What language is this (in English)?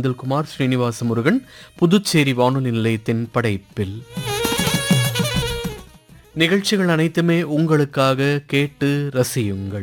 Tamil